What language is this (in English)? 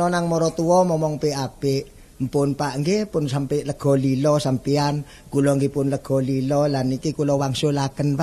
Javanese